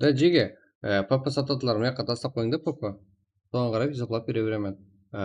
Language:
Kara-Kalpak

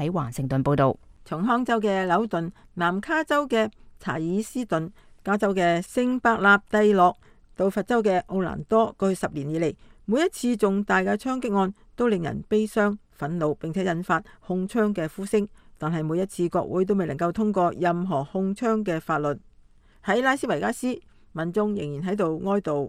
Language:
Cantonese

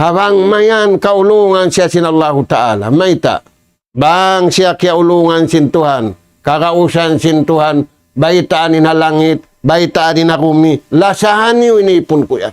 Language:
Tausug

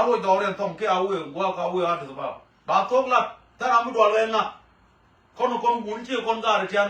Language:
Nuer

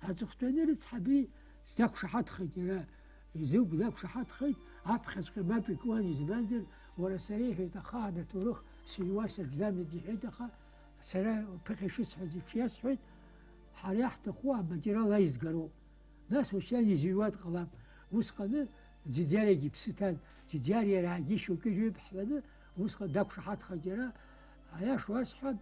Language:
Abkhazian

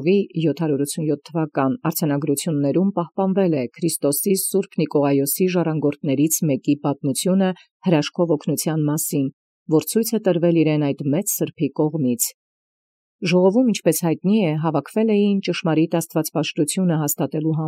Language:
Armenian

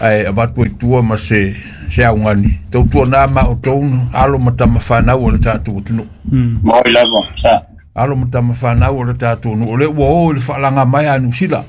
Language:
Samoan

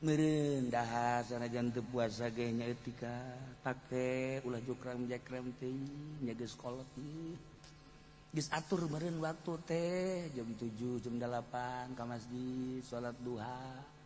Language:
Sundanese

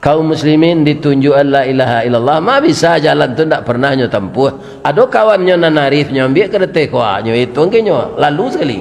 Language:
Minangkabau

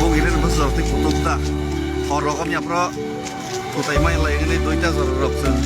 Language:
Kok Borok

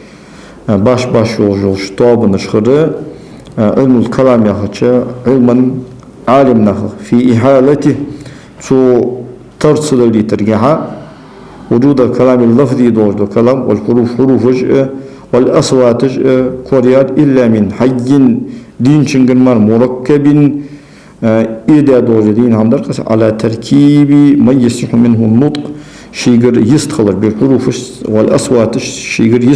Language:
Ingush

